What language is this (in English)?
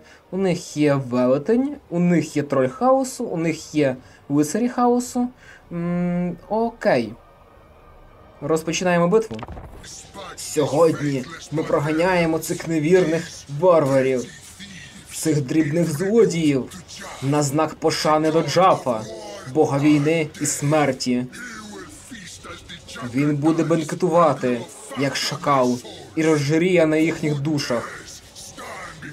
Ukrainian